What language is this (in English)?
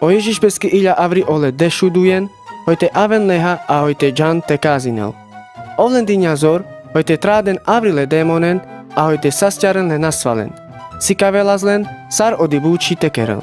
Carpathian Romani